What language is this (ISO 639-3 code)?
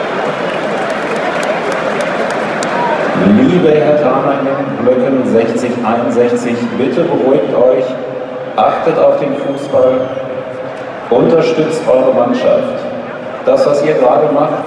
deu